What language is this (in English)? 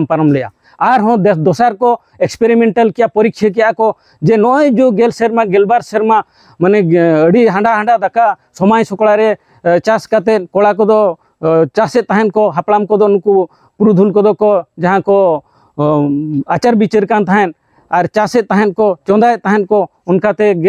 Santali